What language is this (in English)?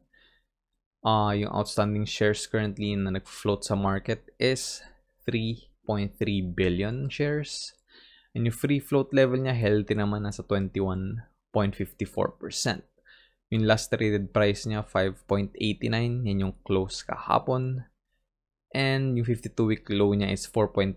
Filipino